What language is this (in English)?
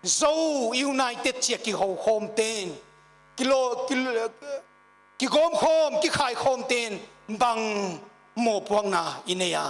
Paite Chin